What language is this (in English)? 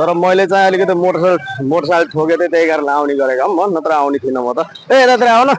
Nepali